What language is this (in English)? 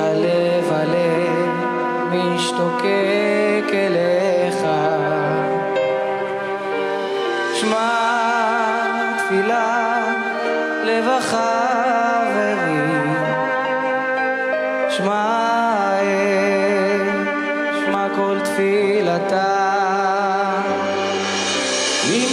Hebrew